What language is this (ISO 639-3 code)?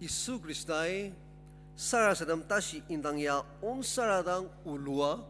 njo